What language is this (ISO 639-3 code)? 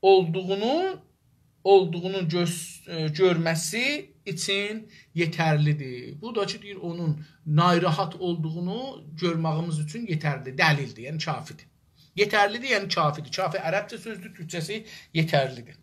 azb